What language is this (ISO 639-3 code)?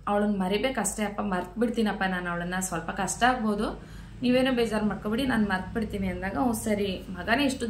kan